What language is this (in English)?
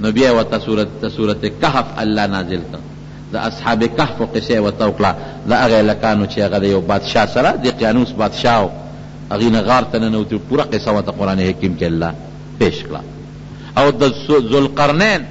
Pashto